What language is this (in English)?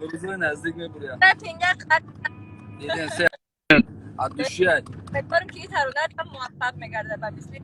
Tajik